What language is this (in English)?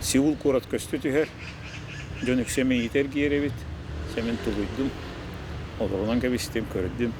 Yakut